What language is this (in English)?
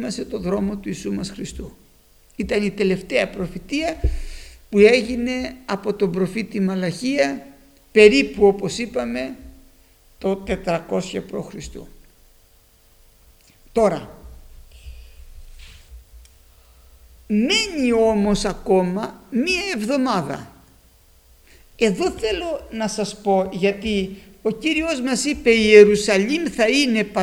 Greek